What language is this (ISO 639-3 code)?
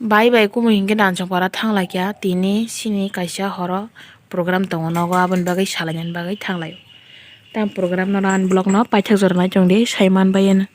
trp